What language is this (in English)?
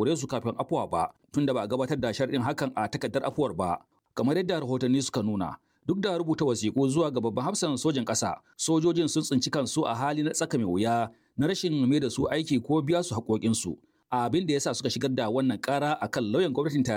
Hausa